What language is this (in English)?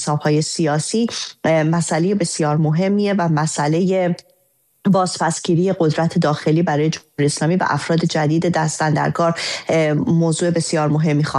Persian